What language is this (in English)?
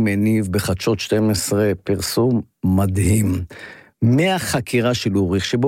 Hebrew